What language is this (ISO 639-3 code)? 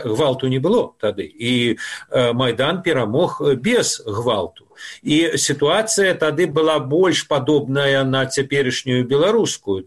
bel